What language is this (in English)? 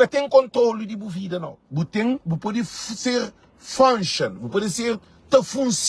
Kabuverdianu